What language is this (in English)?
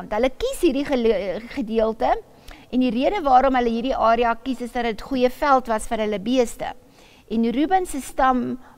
Afrikaans